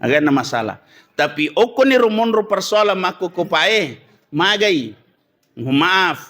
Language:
Buginese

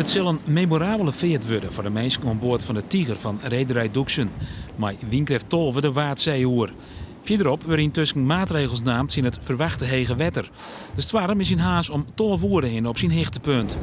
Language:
Western Frisian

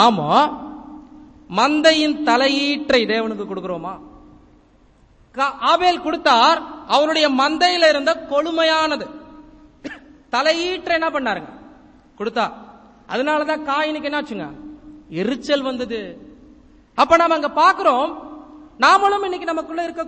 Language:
Tamil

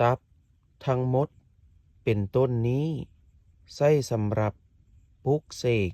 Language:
Lao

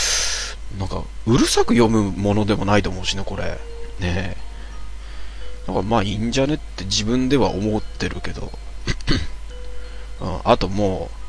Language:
Japanese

